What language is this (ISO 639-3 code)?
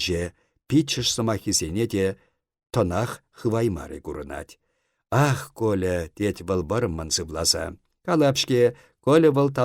chv